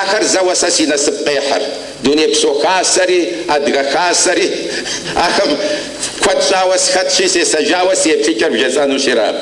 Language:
Kabardian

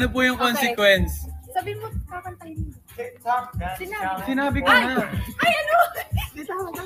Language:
Filipino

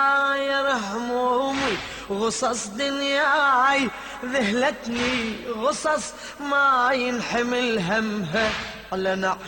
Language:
Mesopotamian Arabic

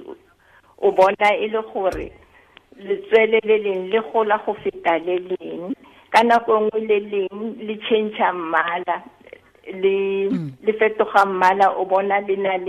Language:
Tswana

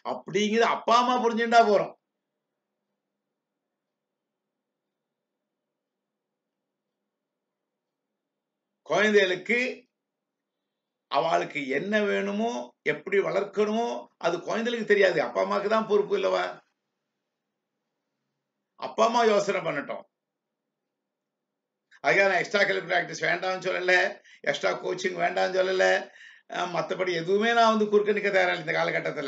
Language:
Tamil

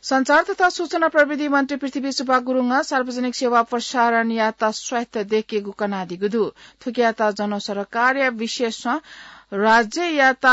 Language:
Newari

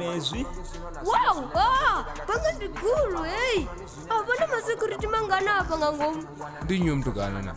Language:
Venda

